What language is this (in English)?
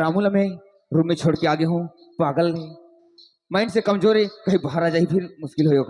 Chhattisgarhi